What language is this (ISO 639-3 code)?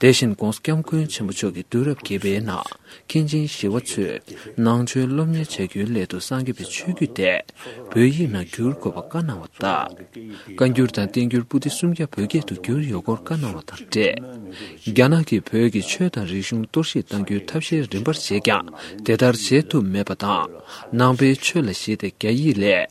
bod